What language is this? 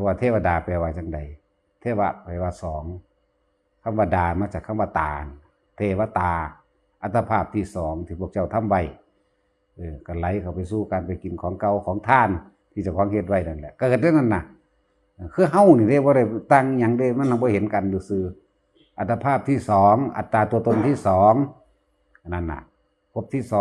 Lao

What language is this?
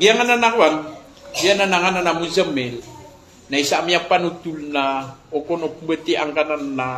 Maranao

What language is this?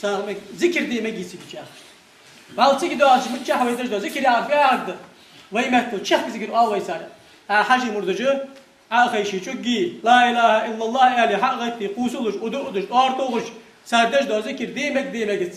Ingush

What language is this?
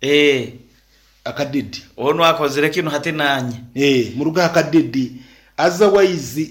Nyoro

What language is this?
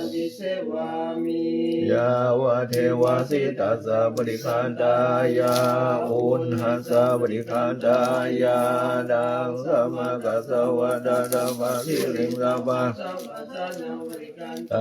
Pali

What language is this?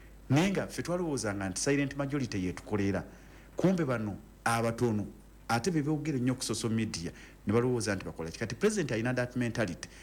Ganda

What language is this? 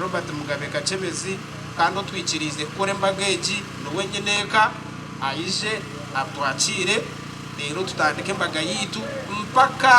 Nyankole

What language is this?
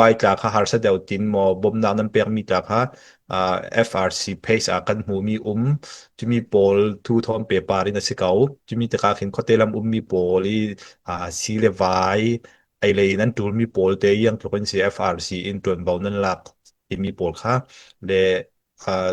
Falam Chin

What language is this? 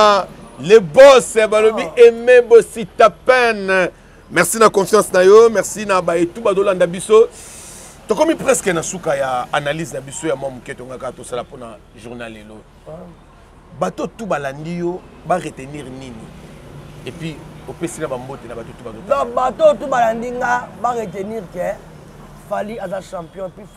Lingala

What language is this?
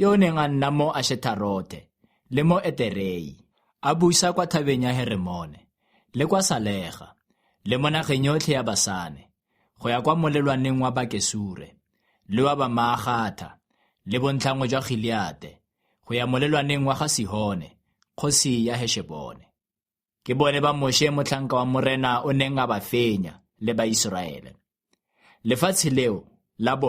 Tswana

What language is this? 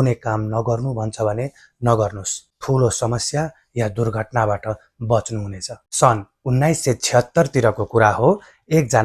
Nepali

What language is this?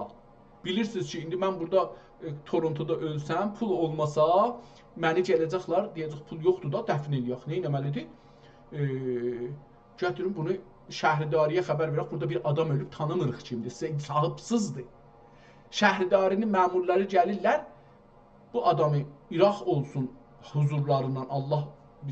South Azerbaijani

